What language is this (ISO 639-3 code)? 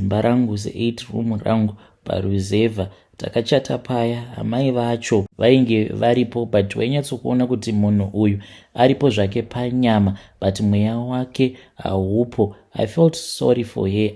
sna